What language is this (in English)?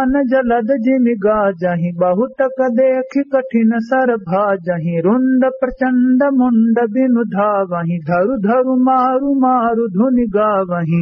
Awadhi